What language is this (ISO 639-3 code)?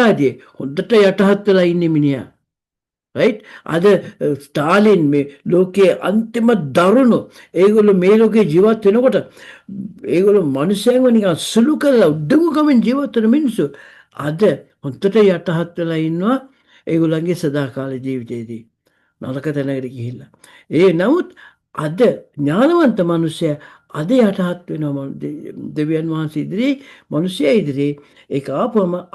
sin